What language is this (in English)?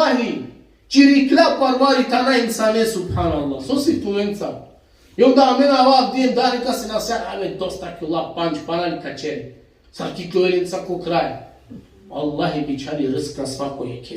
Balkan Romani